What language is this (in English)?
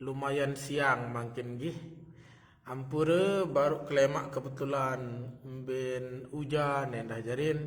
Sasak